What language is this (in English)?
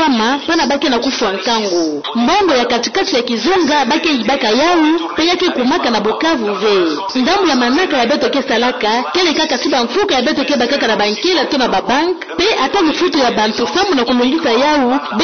Kituba (Democratic Republic of Congo)